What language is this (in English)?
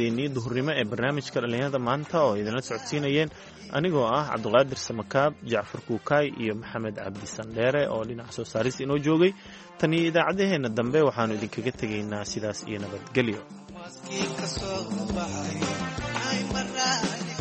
Somali